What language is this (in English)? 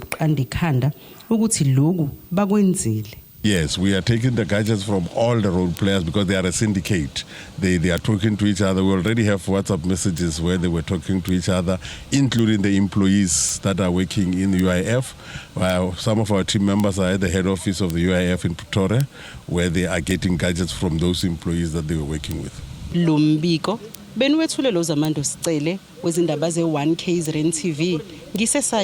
Zulu